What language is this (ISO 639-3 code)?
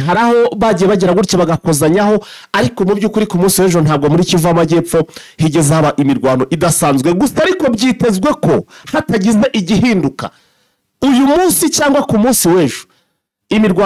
kin